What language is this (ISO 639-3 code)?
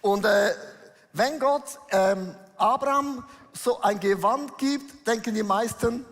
gsw